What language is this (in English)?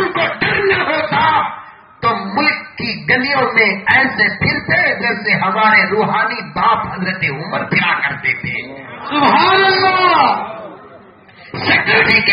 Urdu